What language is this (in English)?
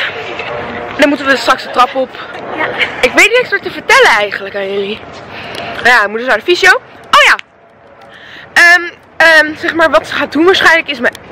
Dutch